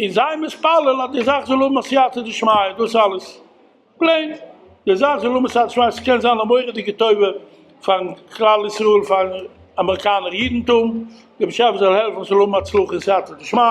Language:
Yiddish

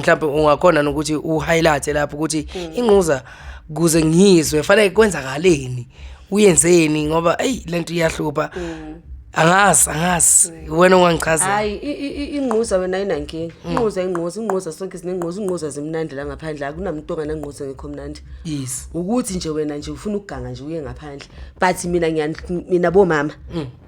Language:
Zulu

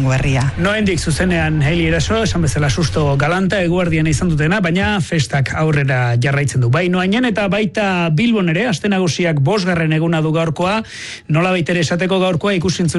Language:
Basque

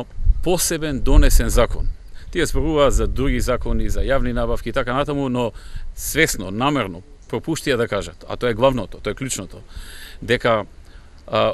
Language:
Macedonian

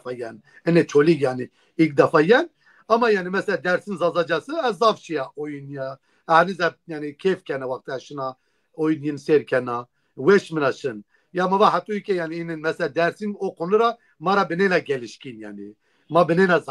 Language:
Zaza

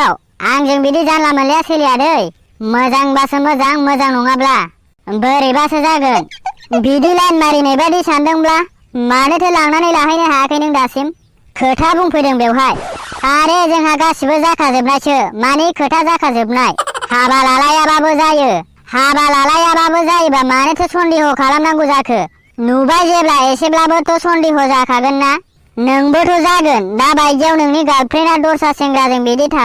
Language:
Bodo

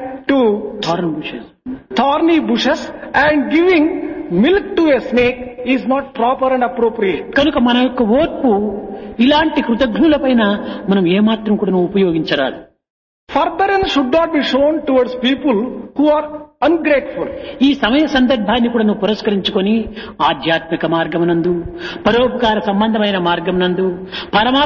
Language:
Telugu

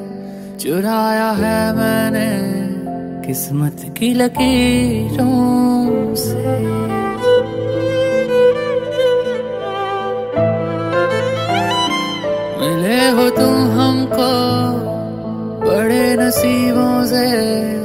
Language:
Hindi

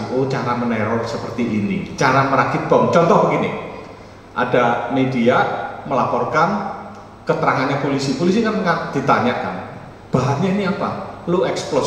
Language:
Indonesian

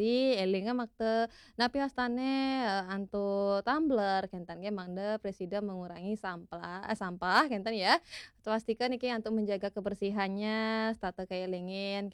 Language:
Balinese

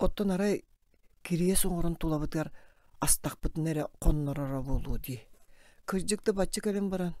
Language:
Yakut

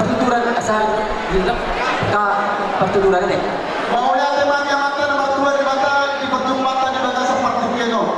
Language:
Batak Toba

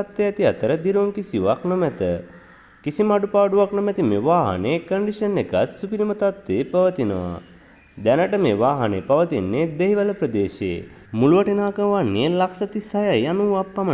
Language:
Sinhala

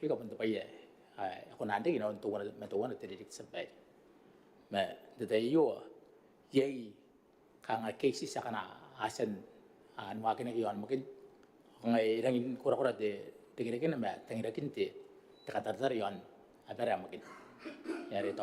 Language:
Gilbertese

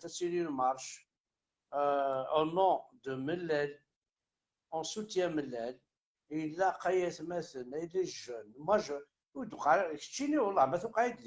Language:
Kabyle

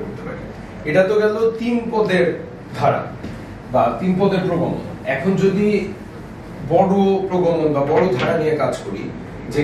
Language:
Bangla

